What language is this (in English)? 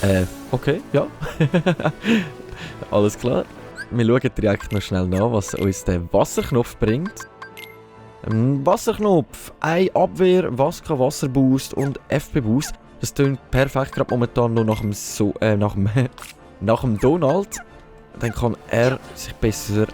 Swiss German